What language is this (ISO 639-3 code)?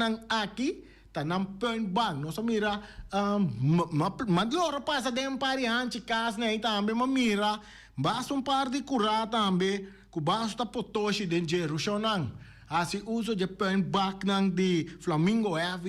pap